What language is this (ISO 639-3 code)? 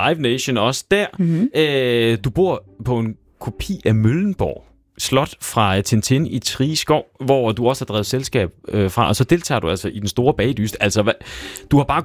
dan